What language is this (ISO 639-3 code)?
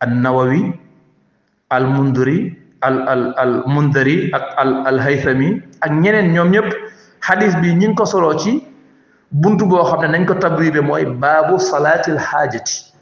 wol